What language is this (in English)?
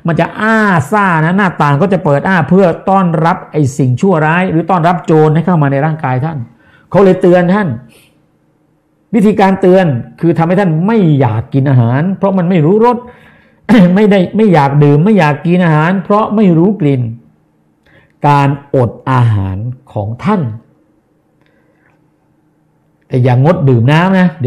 Thai